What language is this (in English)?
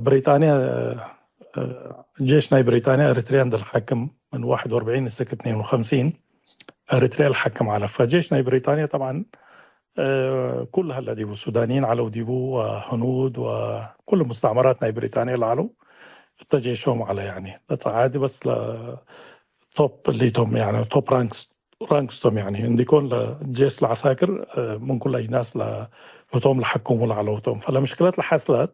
Tigre